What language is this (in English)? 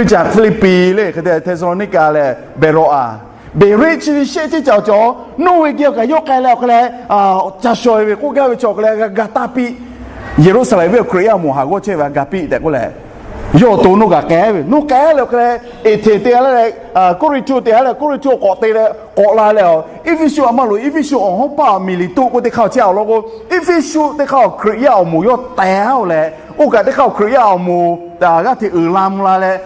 Lahu